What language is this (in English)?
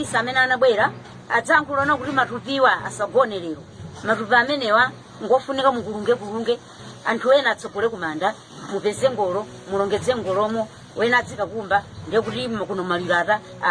Nyanja